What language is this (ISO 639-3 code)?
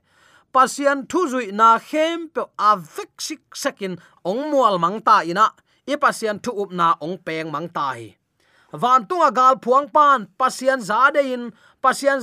ctd